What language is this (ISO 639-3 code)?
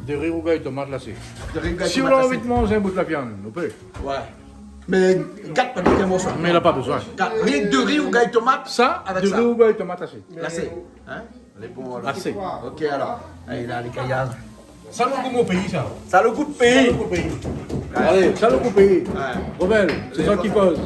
rcf